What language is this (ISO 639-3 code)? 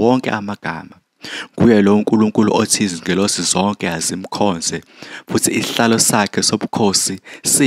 zul